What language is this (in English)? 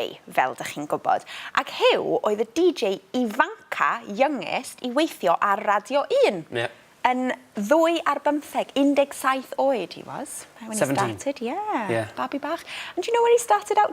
Welsh